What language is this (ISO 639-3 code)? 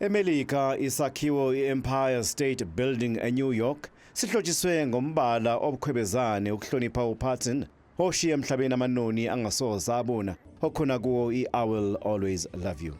zul